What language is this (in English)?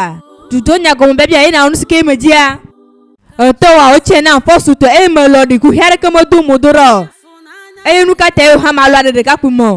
Ewe